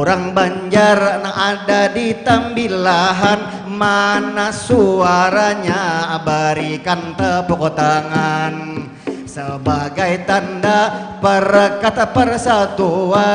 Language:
Banjar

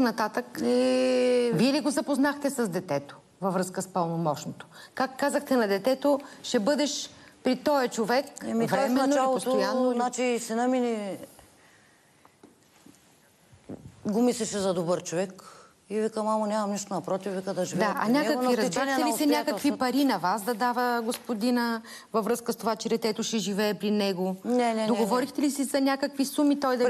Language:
Bulgarian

